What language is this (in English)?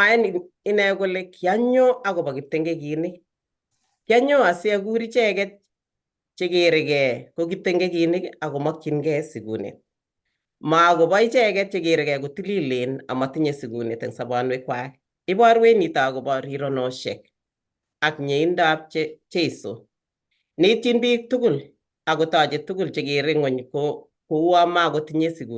Kalenjin